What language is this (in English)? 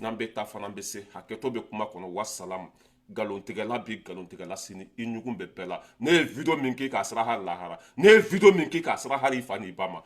Bambara